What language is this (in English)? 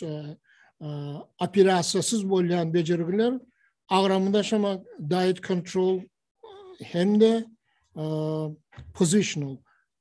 Turkmen